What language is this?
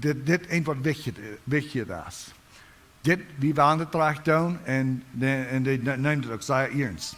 Plautdietsch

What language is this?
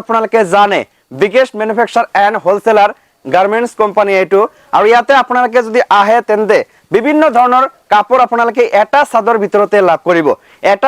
Assamese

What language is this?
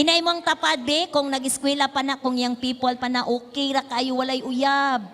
Cebuano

